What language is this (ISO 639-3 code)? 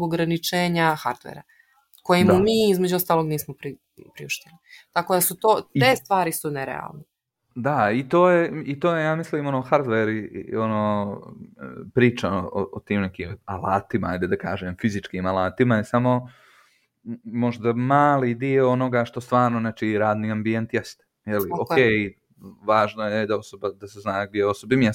srp